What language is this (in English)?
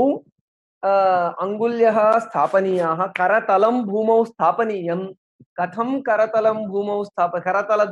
Sanskrit